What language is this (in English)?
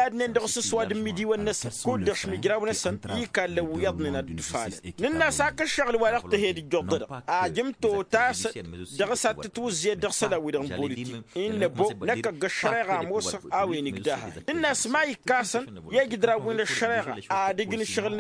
Tamasheq